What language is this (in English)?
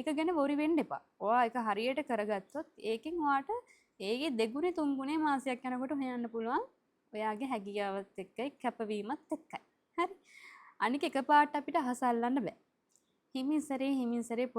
Sinhala